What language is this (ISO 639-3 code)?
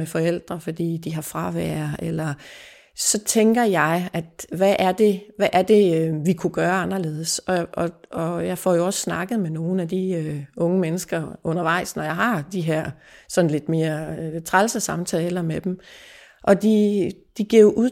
dan